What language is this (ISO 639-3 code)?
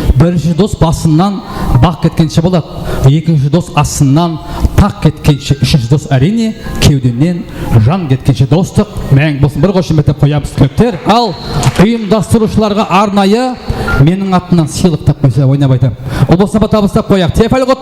kaa